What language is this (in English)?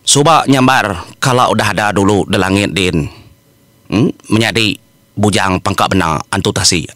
Iban